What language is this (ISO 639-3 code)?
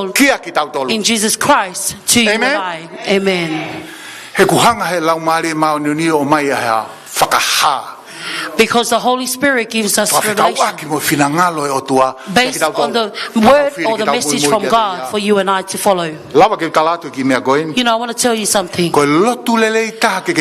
ton